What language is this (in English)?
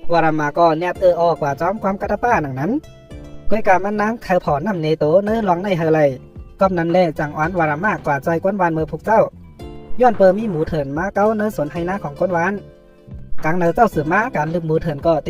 Shan